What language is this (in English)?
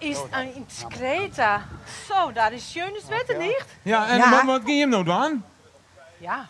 Western Frisian